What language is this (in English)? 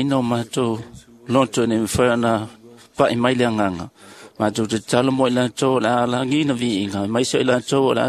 Samoan